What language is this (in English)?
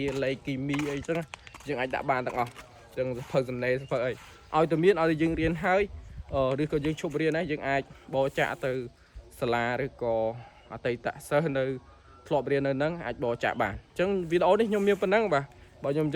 Khmer